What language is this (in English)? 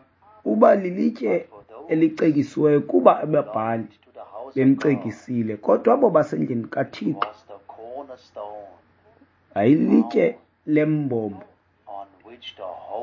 Xhosa